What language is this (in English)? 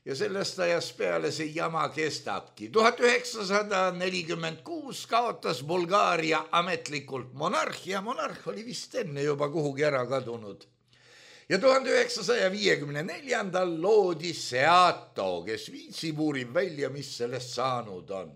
Estonian